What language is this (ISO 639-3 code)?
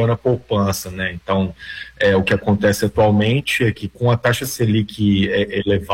por